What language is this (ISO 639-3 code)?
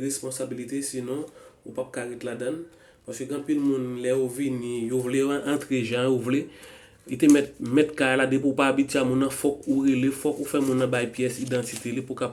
hat